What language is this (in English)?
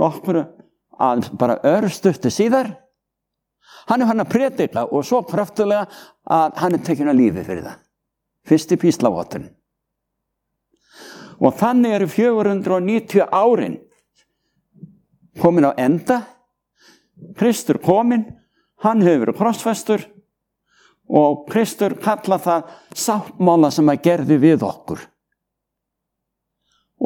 Icelandic